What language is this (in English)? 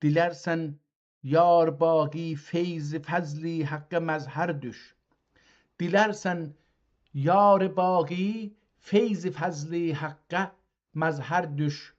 South Azerbaijani